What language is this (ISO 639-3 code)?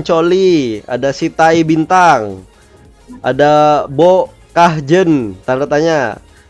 bjn